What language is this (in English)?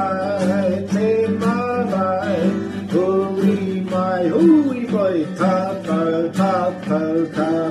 Māori